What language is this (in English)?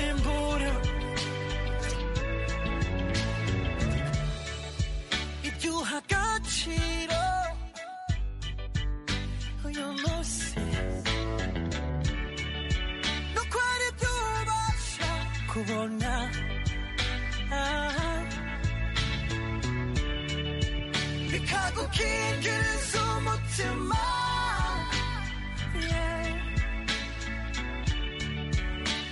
Kinyarwanda